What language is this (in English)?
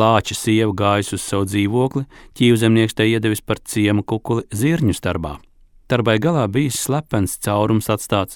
Latvian